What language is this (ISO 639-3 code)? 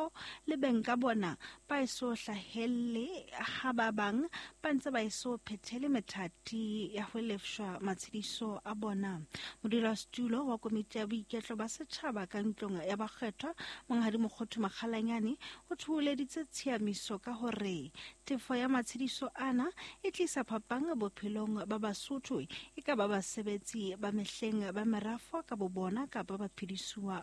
sot